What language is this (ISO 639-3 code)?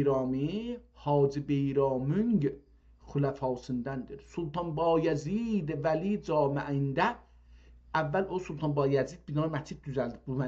azb